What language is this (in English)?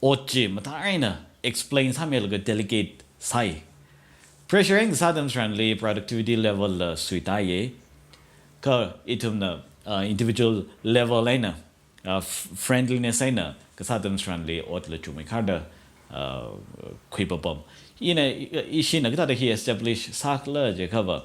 Tangkhul Naga (India)